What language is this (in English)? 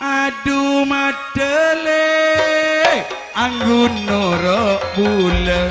Madurese